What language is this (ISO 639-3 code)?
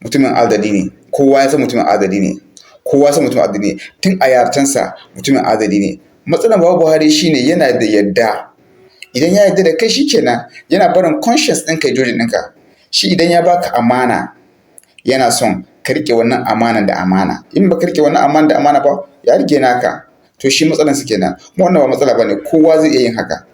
hau